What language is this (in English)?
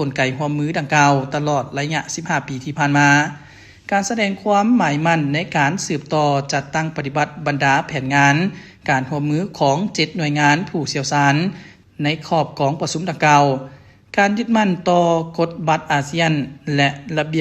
Lao